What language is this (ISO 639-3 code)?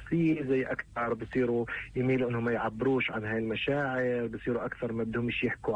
apc